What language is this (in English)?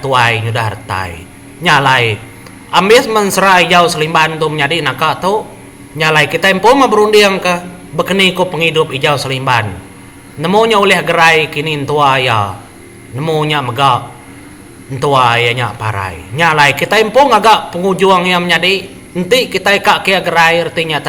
Iban